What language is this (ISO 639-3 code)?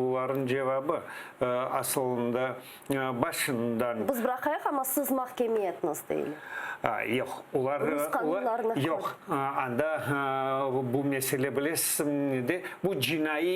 crh